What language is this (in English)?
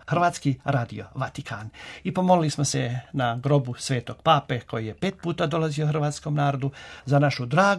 Croatian